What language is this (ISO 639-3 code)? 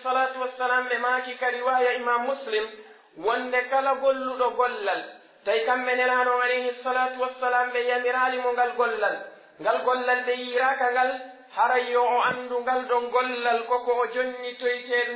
fuf